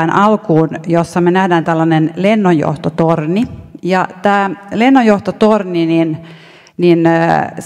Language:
Finnish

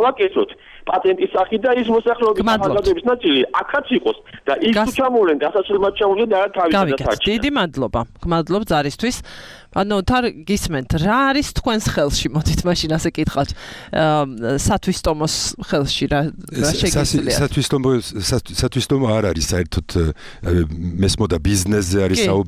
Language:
Georgian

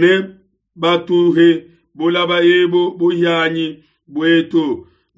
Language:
Luba-Lulua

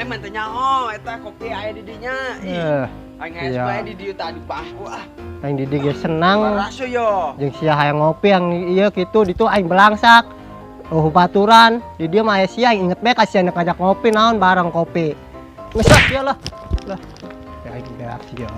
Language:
Sundanese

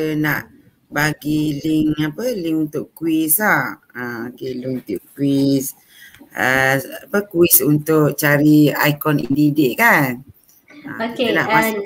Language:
Malay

